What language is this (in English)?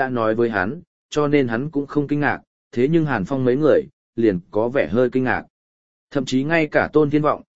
Vietnamese